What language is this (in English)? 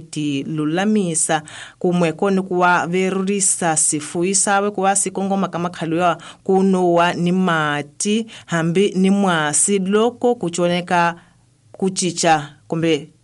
Tsonga